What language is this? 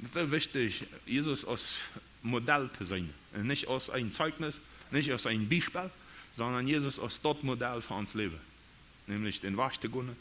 Plautdietsch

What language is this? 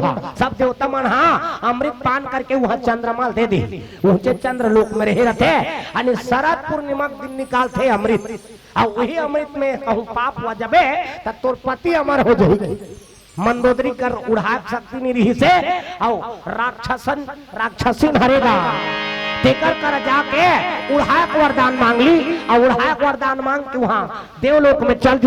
Chhattisgarhi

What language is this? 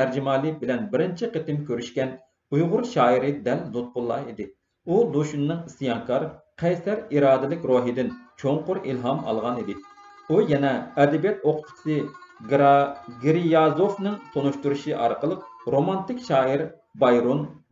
Uyghur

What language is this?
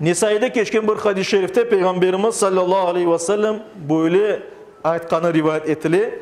Crimean Tatar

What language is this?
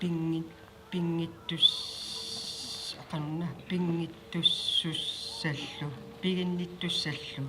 Kalaallisut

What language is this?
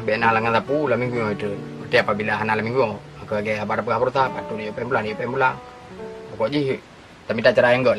Achinese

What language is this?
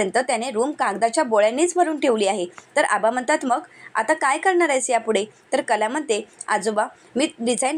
Marathi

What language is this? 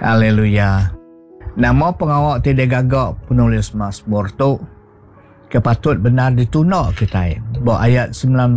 Iban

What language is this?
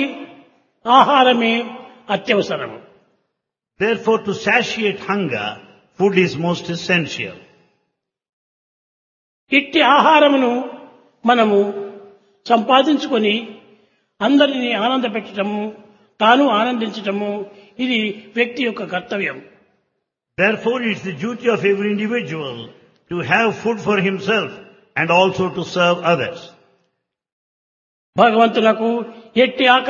Telugu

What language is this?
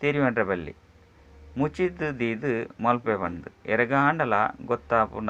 Tulu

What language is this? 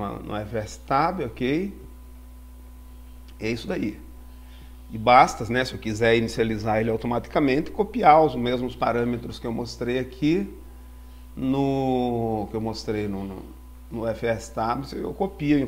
Portuguese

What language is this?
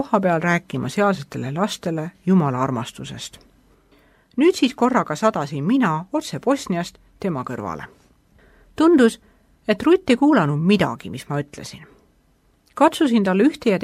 Estonian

